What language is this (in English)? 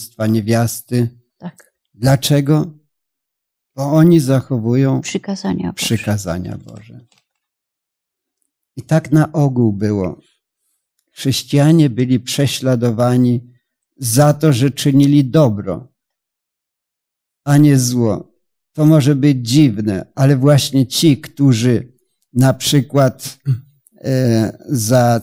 Polish